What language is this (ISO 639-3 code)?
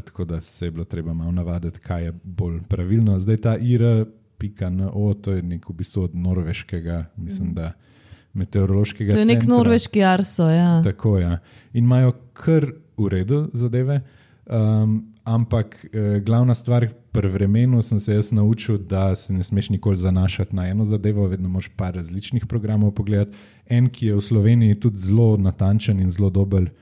slv